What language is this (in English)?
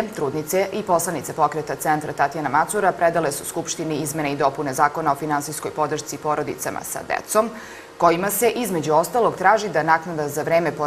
Serbian